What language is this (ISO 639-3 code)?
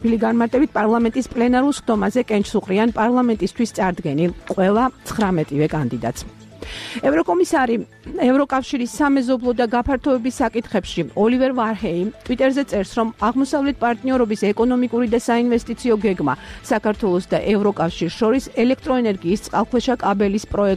kat